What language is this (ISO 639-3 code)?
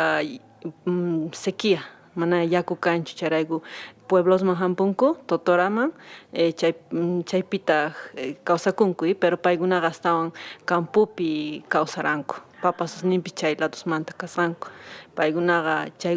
que